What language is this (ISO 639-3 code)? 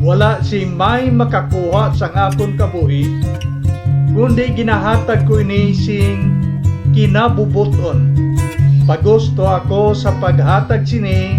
hil